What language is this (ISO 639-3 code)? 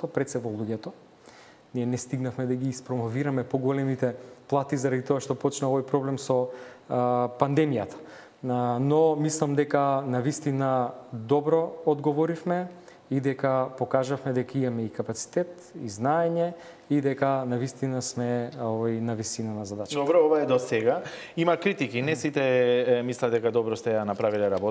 mkd